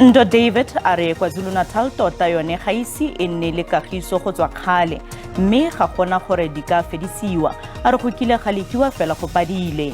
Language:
Tswana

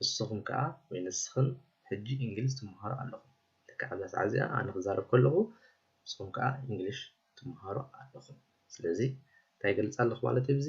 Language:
Tigrinya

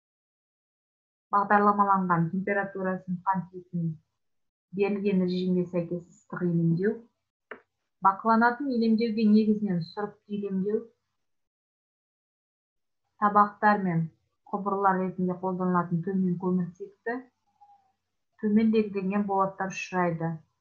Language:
Kazakh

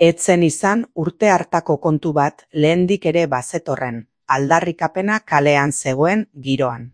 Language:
Basque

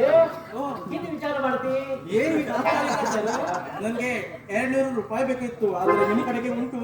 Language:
Konkani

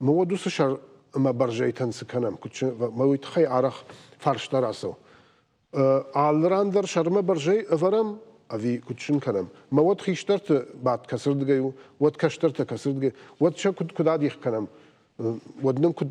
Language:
Ossetic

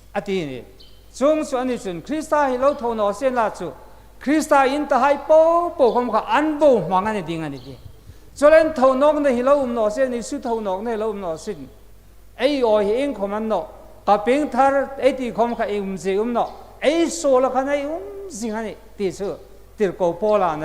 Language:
Hmar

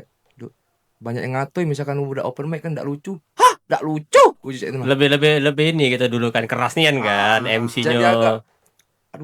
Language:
Musi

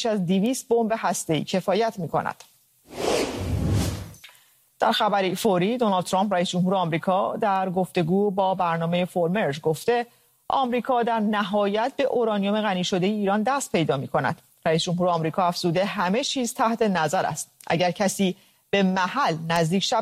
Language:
Persian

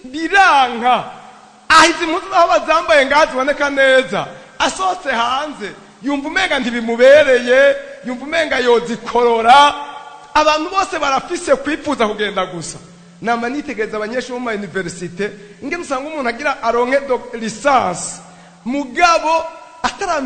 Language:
Rundi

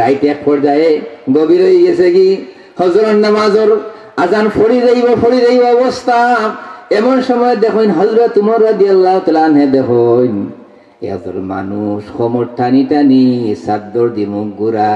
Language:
Sylheti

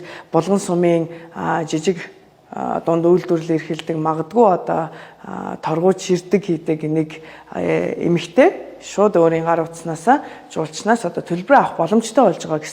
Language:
Mongolian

